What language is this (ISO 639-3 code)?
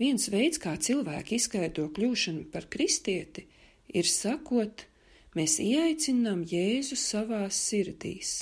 lav